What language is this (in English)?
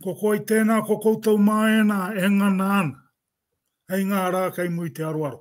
Māori